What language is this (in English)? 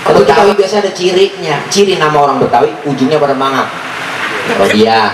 Betawi